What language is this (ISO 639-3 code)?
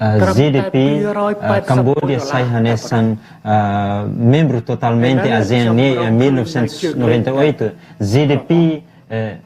tet